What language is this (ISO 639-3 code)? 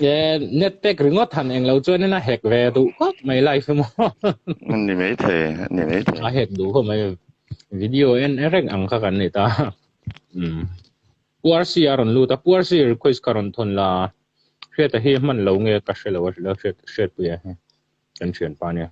lus